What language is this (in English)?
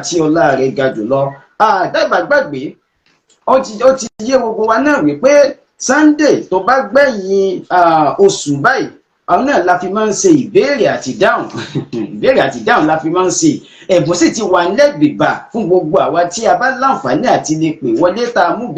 Yoruba